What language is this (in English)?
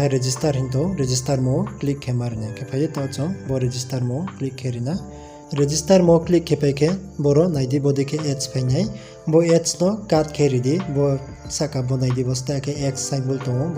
Riang (India)